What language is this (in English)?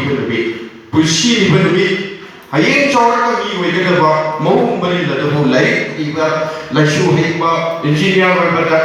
Manipuri